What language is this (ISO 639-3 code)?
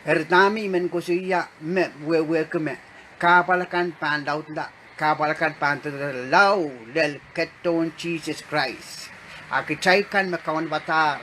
pon